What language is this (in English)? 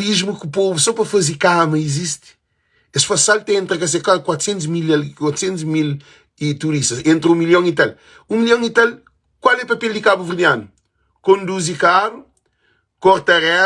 Kabuverdianu